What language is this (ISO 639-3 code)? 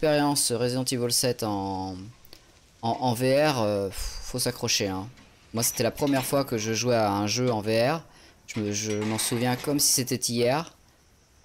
fra